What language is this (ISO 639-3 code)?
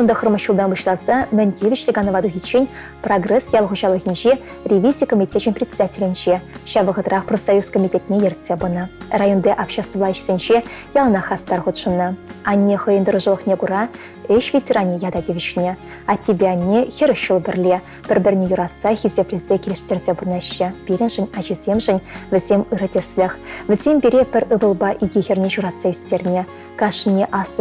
chv